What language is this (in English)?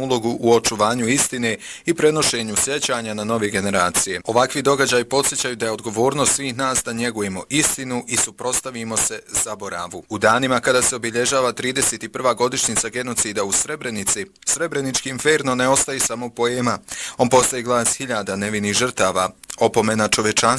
Bosnian